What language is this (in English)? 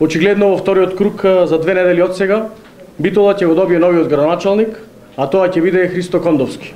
Macedonian